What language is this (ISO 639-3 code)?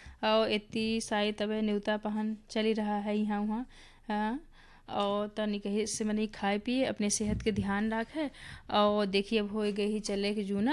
bho